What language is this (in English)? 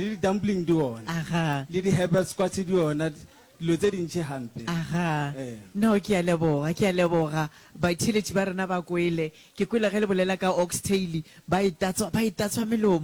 Northern Sotho